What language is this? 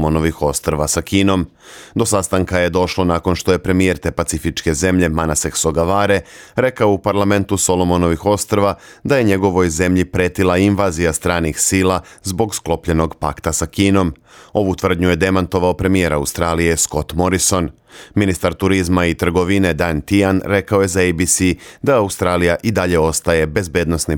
Serbian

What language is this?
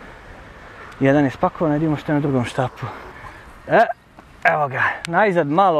Serbian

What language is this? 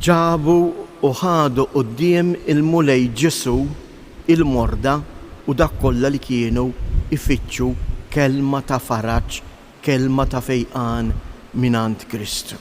Maltese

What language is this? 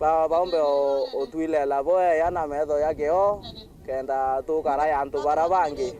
Meru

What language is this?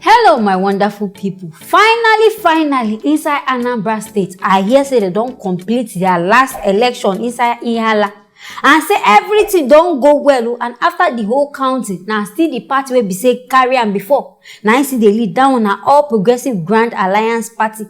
Nigerian Pidgin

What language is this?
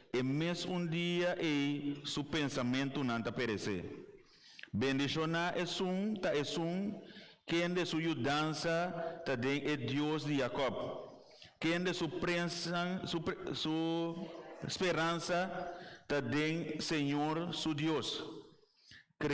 Papiamento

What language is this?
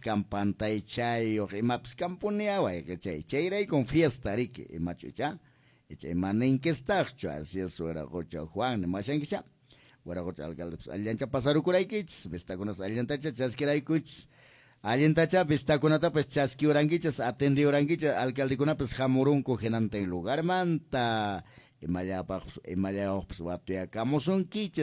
Quechua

